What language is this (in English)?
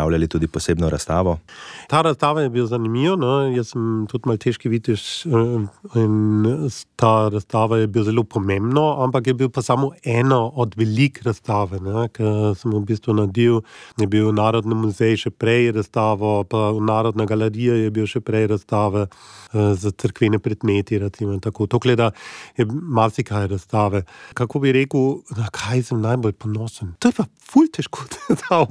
Slovenian